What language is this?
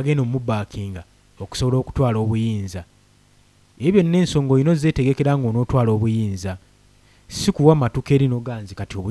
Ganda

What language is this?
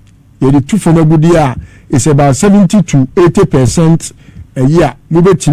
Akan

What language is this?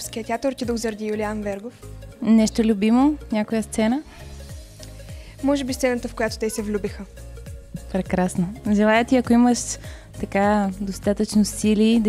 Bulgarian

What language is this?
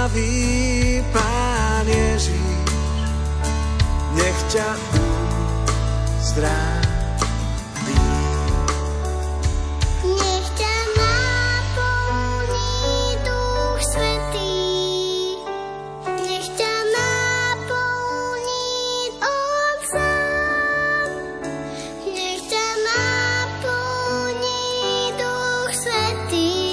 Slovak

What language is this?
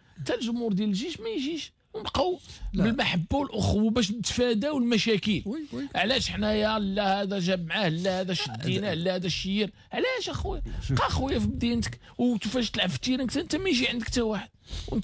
Moroccan Arabic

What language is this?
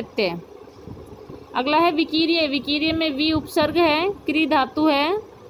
Hindi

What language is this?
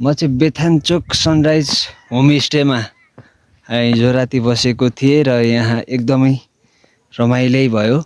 Nepali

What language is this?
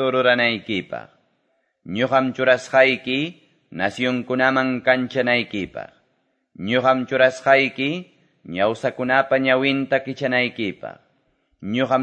Quechua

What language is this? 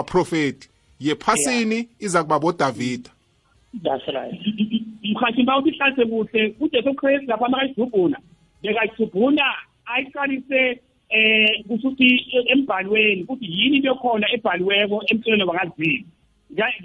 South Ndebele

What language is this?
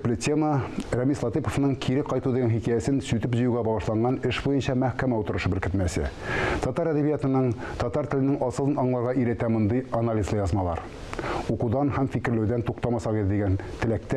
Tatar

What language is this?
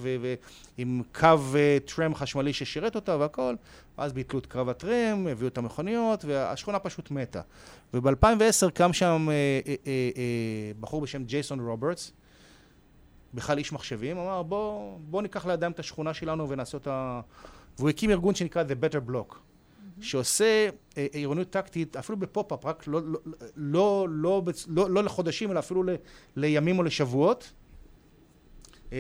Hebrew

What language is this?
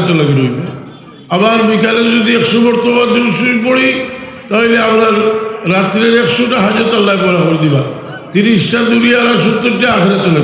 Sylheti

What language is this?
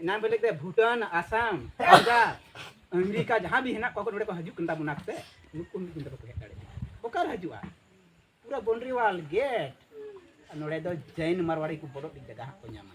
Santali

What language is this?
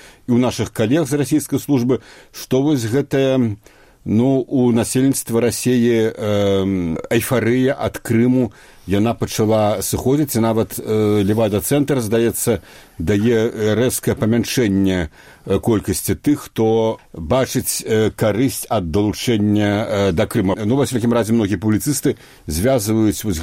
Belarusian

